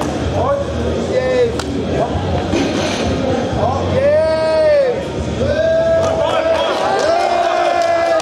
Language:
Slovak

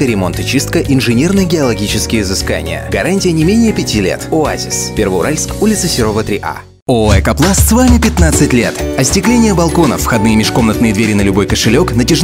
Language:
Russian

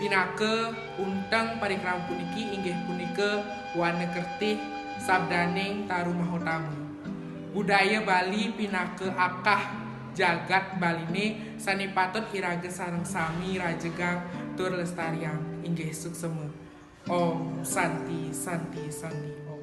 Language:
Balinese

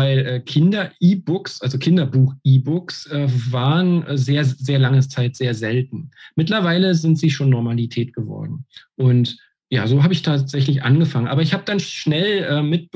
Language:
German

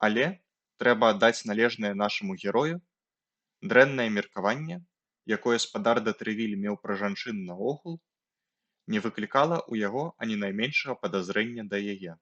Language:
Belarusian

